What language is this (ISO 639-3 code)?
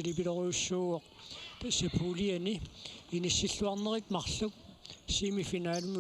kal